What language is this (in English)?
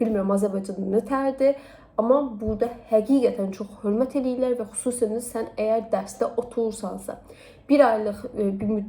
Azerbaijani